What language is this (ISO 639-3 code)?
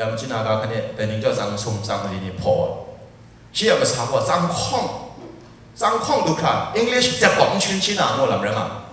kac